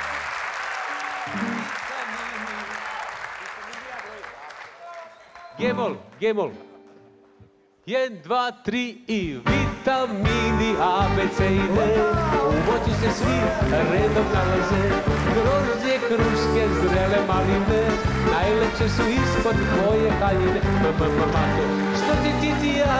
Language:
Serbian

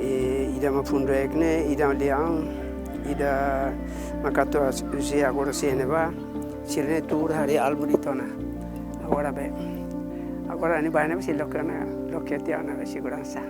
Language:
Tetum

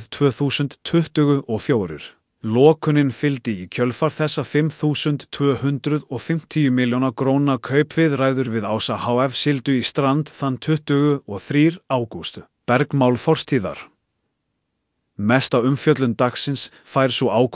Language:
Icelandic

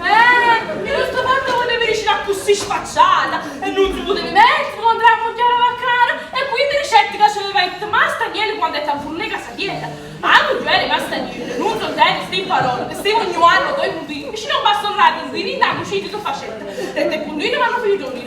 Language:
Neapolitan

